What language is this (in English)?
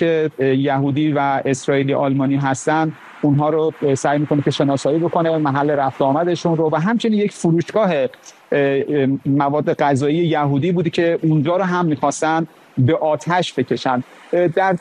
Persian